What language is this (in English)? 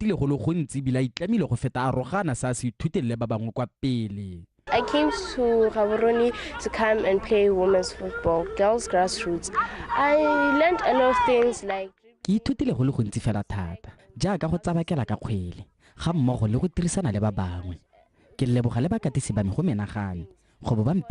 Tswana